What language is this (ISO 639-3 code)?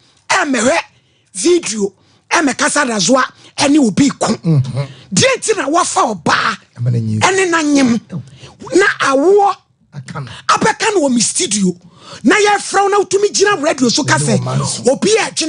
aka